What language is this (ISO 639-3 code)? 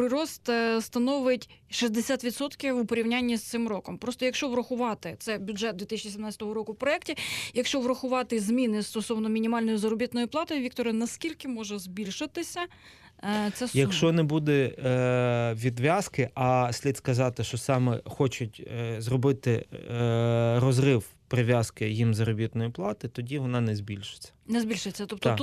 ukr